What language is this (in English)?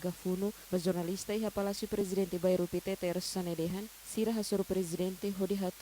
Tetum